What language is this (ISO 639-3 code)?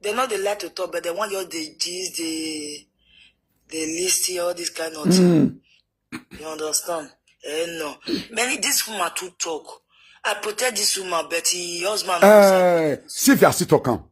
pcm